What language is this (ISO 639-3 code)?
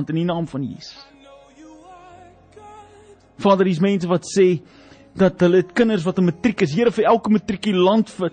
afr